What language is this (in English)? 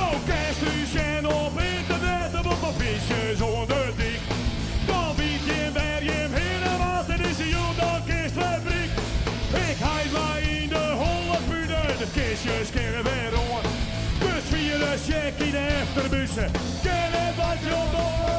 Western Frisian